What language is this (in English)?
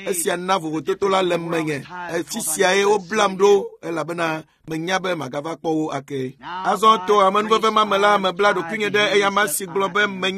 Ewe